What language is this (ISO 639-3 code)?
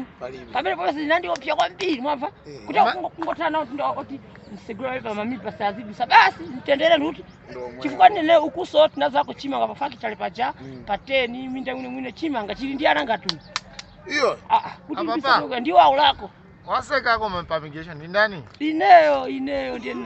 nya